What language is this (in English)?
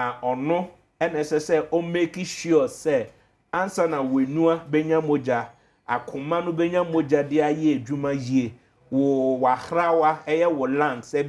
Akan